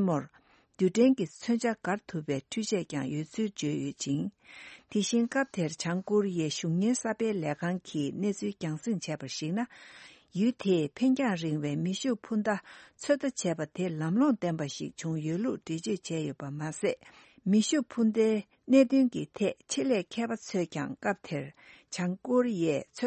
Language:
Tibetan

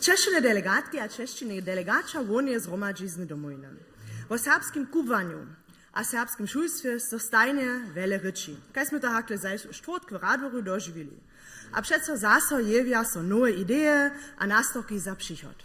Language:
Upper Sorbian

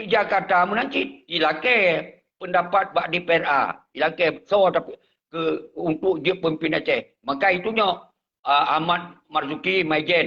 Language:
Achinese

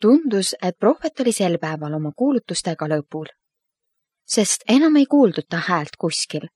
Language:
Estonian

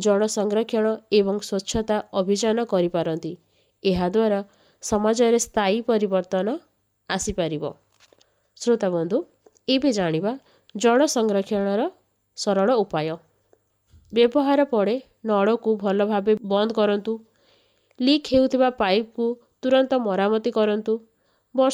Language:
Odia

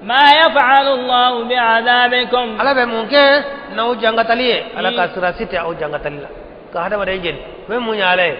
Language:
Bambara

